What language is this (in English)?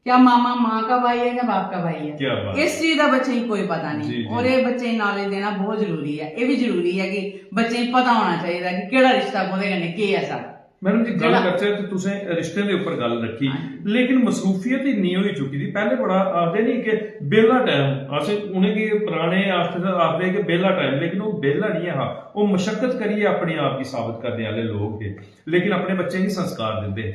Dogri